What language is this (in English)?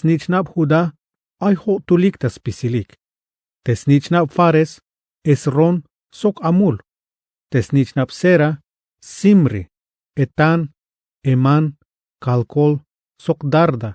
Tzeltal